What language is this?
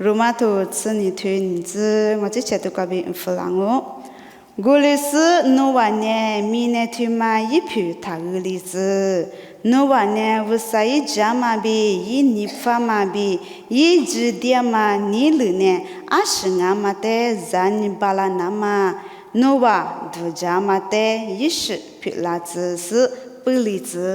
Lisu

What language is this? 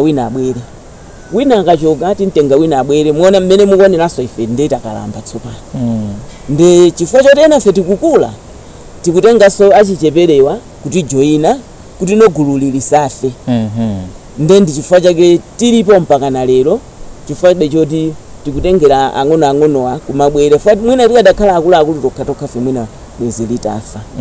Nyanja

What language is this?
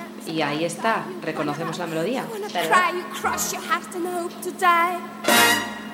Spanish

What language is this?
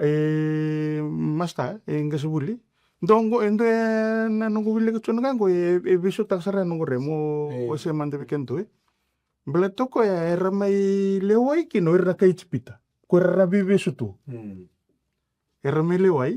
Fijian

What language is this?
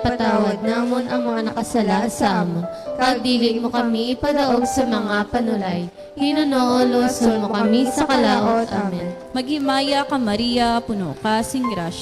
Hiligaynon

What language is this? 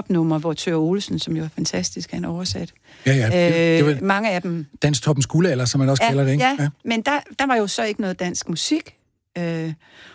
Danish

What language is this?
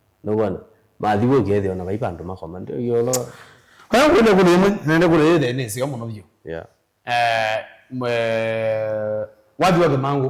Kamba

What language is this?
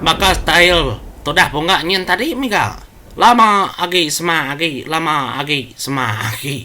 Iban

